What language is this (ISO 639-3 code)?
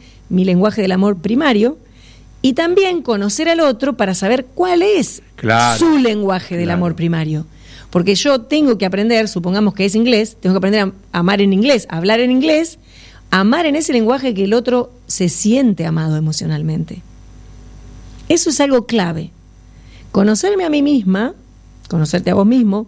spa